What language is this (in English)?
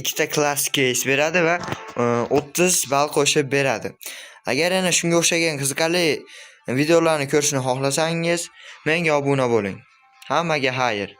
Uzbek